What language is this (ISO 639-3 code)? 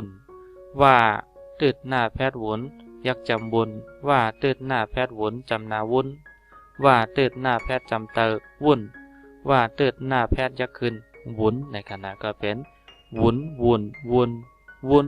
shn